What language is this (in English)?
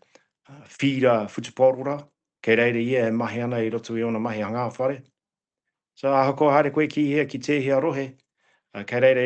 Māori